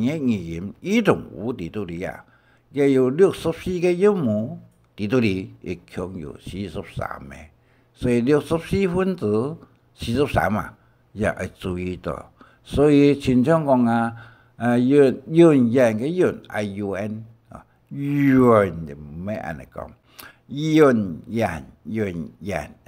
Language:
Hakka Chinese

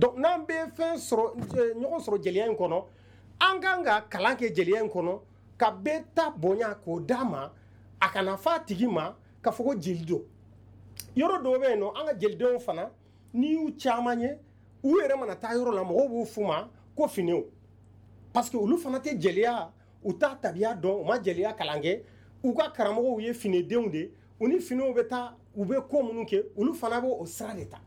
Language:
Bambara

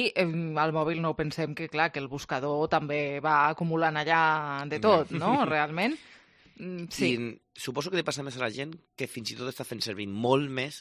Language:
Catalan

